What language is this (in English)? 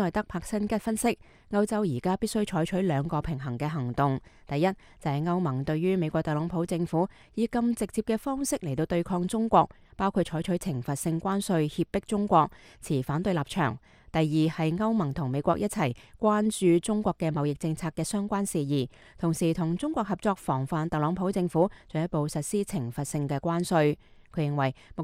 Cantonese